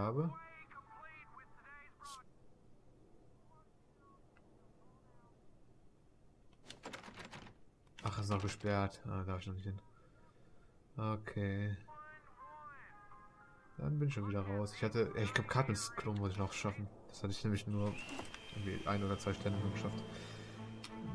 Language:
German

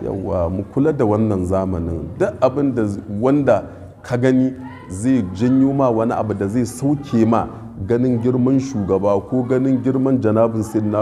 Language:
Hausa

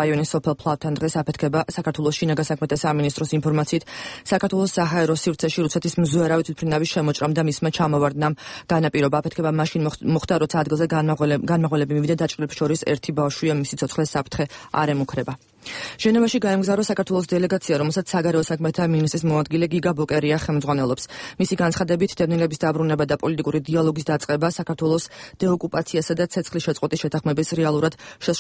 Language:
Georgian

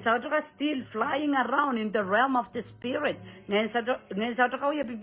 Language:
Pohnpeian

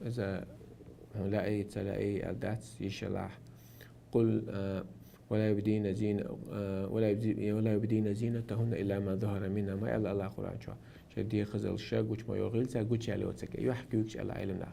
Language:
Chechen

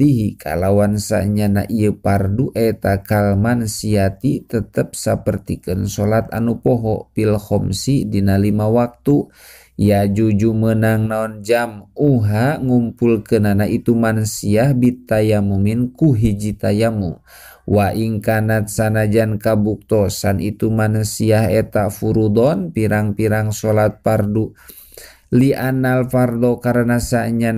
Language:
Sundanese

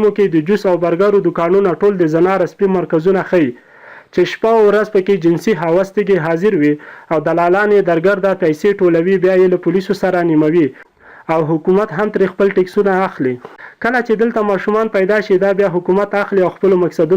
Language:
Pashto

